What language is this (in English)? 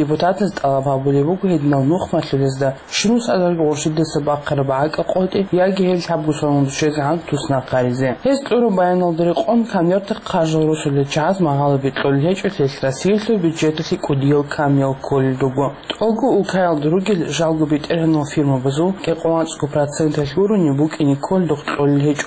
Avaric